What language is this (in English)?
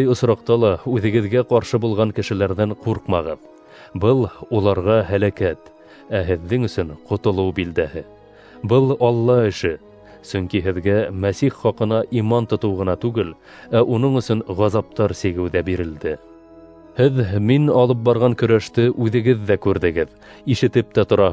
Bashkir